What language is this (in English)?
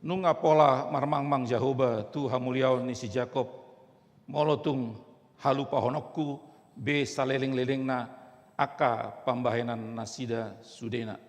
Batak Toba